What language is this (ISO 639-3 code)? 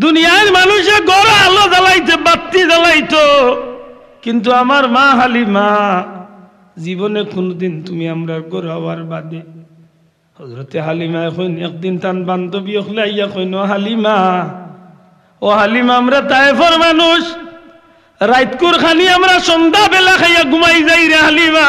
syl